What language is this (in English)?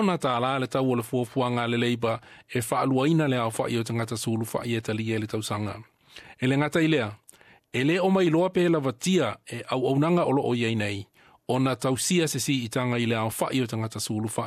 Samoan